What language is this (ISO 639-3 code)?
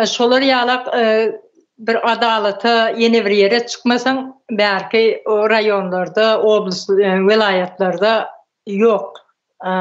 tuk